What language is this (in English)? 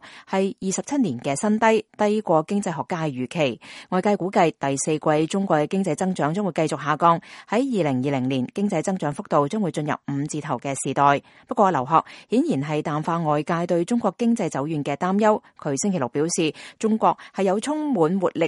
Cantonese